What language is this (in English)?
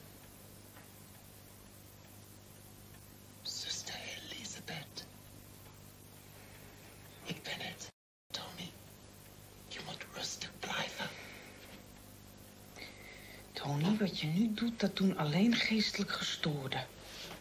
Dutch